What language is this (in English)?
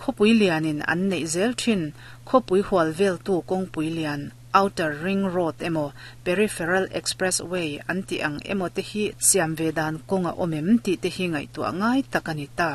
Mizo